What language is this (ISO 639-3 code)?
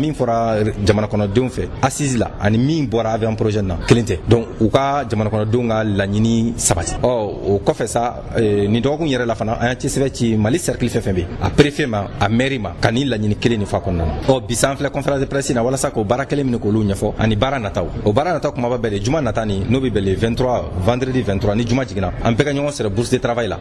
bam